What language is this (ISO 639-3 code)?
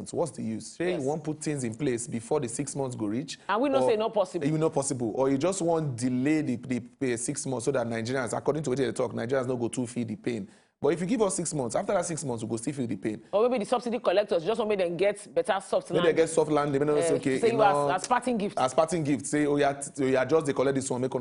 pcm